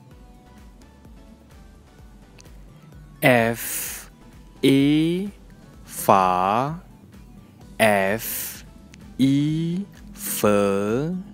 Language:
Malay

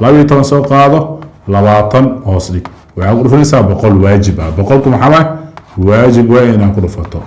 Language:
Somali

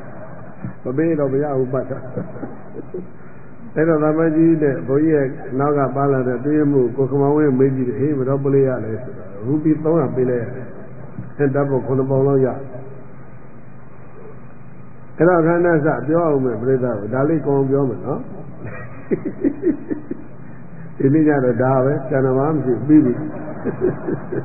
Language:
Burmese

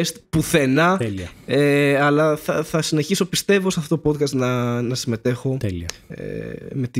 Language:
Greek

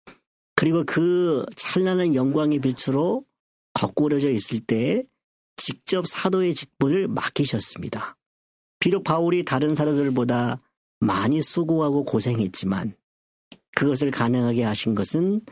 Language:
Korean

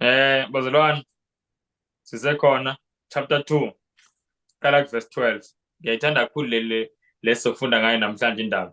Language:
Zulu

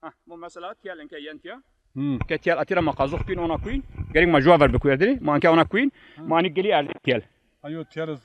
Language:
Zaza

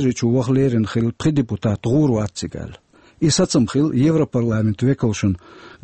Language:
Chechen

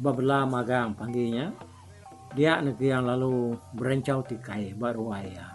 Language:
Iban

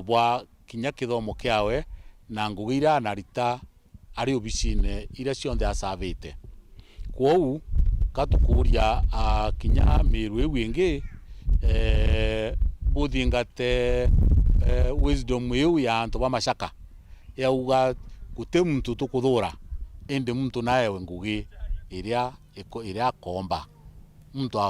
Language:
Meru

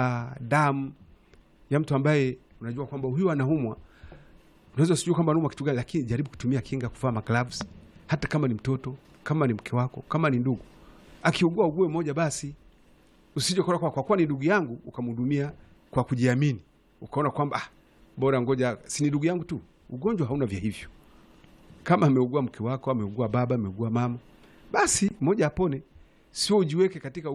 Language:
Swahili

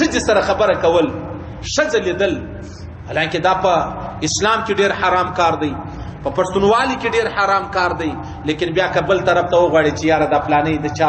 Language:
Pashto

